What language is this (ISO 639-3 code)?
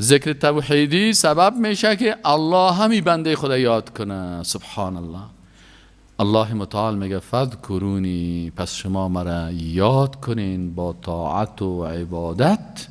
fas